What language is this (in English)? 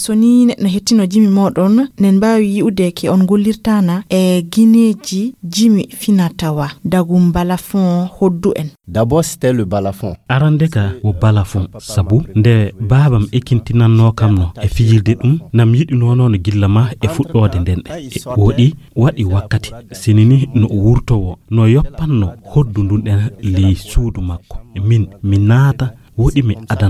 Nigerian Fulfulde